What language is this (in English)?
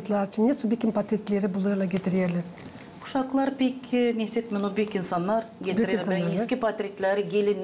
Gagauz